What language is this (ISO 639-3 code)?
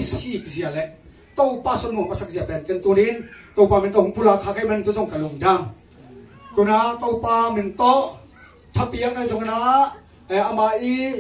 ctd